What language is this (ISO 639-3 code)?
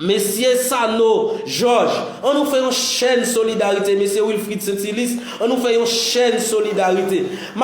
hat